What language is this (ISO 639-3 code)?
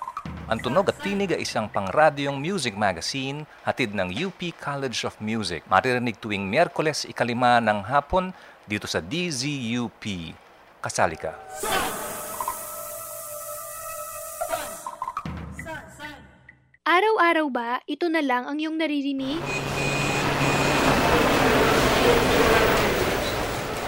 fil